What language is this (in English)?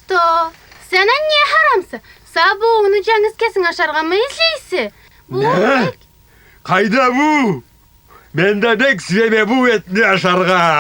Karachay-Balkar